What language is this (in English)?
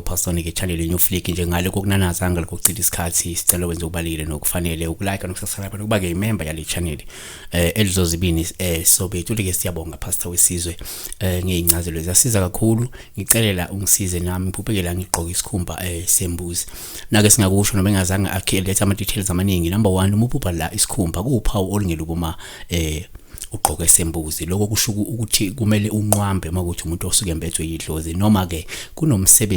Zulu